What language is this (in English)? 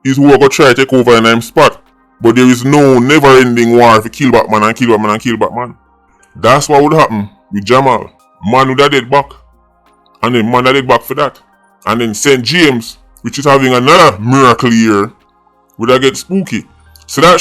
Jamaican Creole English